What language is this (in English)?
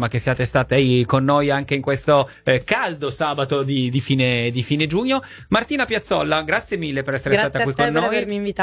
Italian